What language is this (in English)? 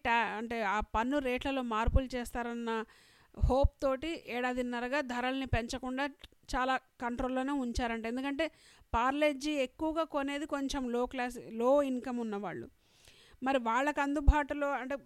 Telugu